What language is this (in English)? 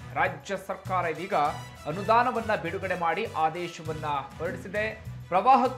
Kannada